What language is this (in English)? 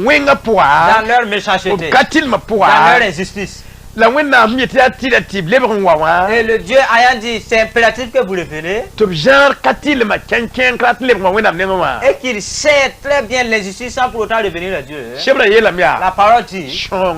Mossi